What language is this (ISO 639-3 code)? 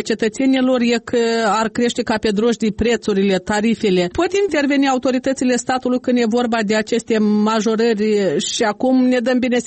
ron